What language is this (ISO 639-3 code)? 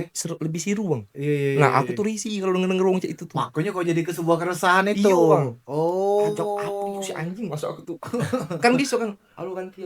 mui